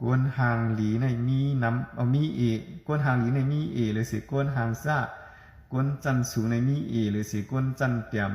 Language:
Shan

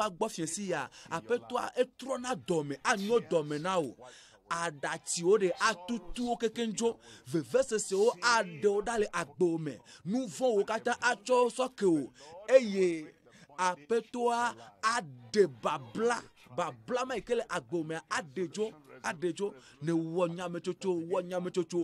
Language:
Ewe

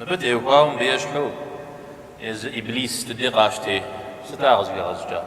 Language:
Kabardian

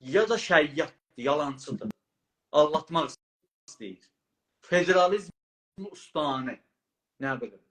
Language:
South Azerbaijani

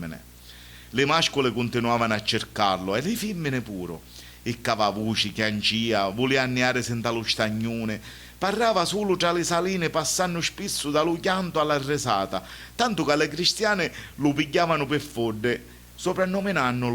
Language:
Sicilian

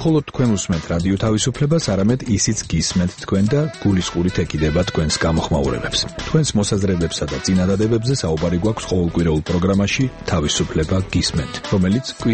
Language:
Georgian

